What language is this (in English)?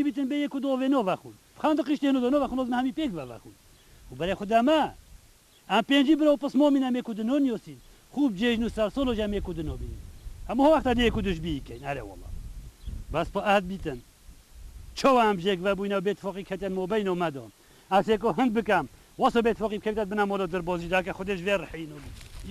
Kurdish